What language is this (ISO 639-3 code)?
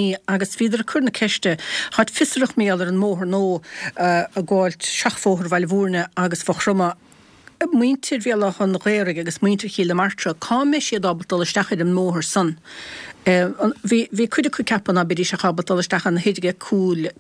gle